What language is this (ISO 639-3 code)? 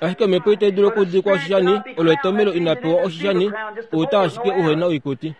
kua